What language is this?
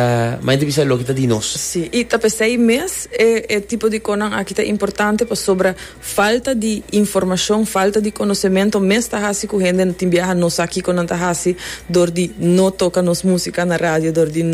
Papiamento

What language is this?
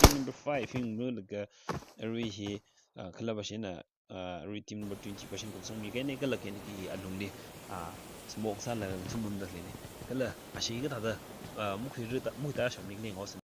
Tangkhul Naga (India)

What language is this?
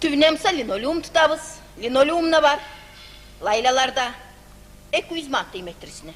Kumyk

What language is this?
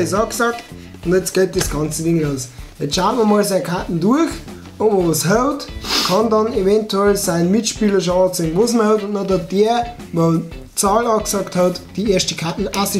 Bavarian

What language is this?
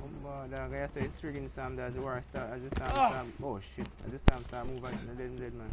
Jamaican Creole English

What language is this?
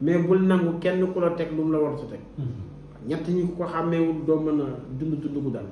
Wolof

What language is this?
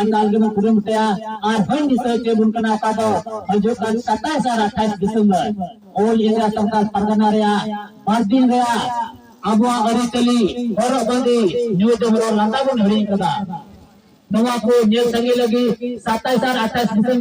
Santali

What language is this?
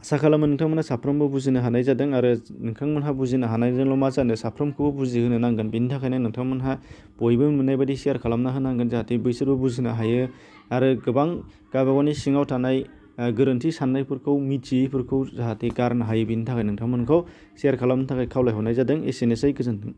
Bodo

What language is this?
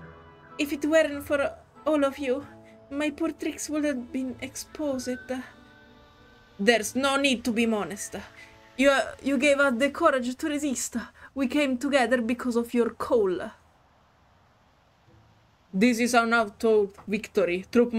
English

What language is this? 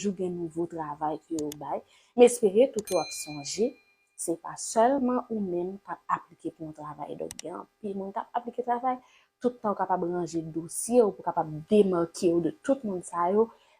Haitian Creole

